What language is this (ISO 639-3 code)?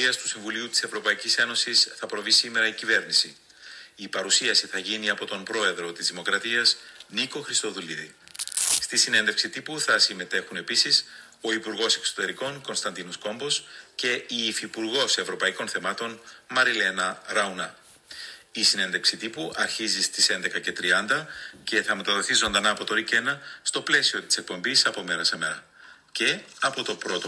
ell